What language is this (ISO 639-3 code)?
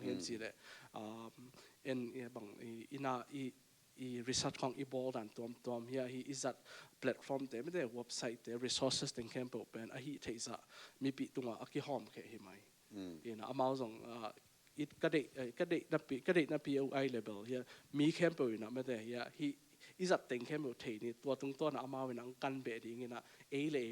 ctd